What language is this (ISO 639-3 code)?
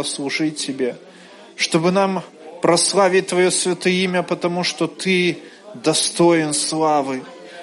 rus